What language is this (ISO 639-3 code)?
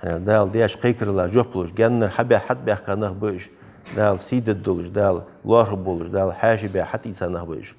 inh